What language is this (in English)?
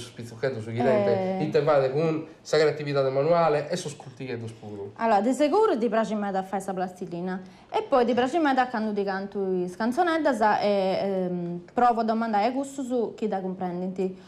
Sardinian